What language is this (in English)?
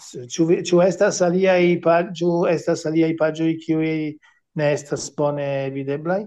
Esperanto